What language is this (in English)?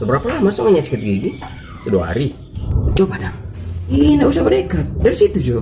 Manado Malay